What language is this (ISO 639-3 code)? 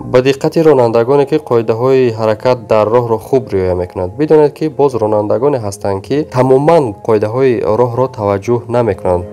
tgk